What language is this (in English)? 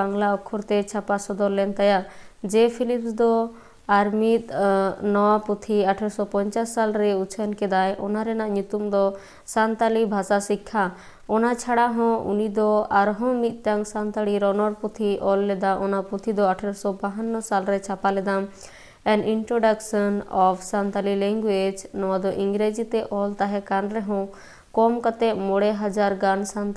Santali